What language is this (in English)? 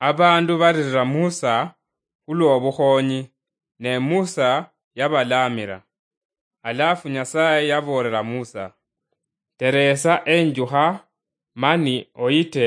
Luyia